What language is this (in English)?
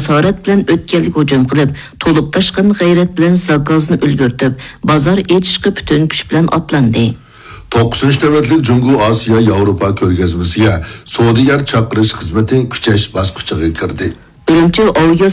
Uyghur